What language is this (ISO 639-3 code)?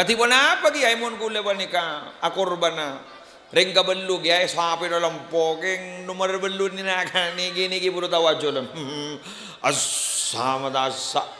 mad